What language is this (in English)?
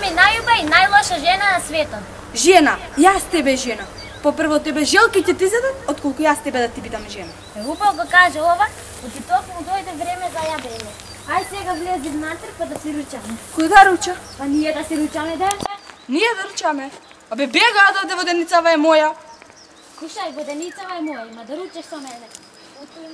Macedonian